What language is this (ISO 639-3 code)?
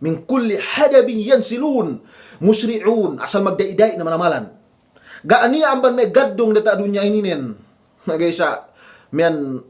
yka